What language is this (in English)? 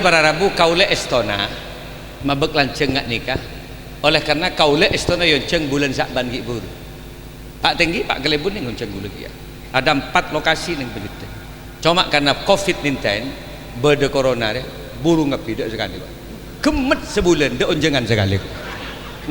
Madurese